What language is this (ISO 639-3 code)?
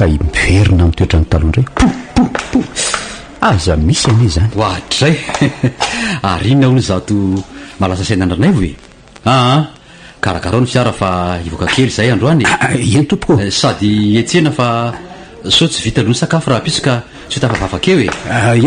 mlg